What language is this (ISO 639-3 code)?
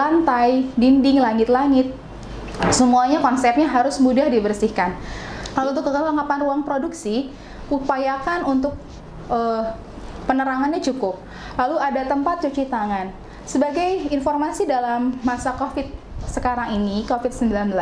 ind